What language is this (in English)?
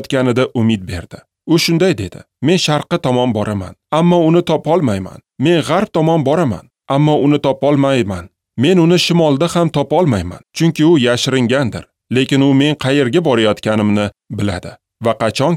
Uzbek